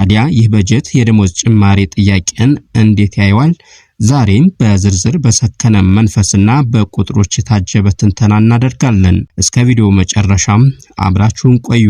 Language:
Amharic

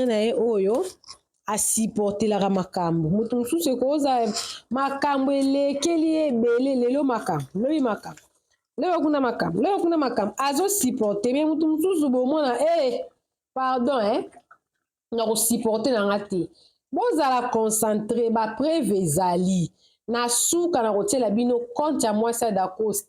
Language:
Lingala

